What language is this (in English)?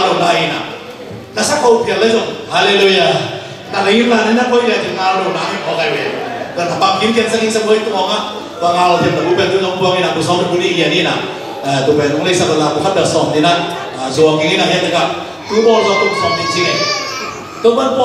Tedim Chin